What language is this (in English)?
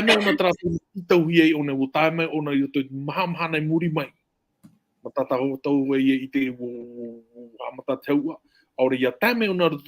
Tahitian